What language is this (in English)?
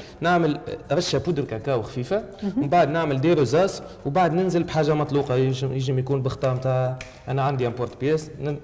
Tunisian Arabic